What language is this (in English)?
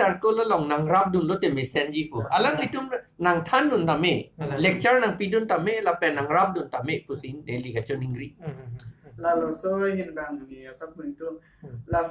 Karbi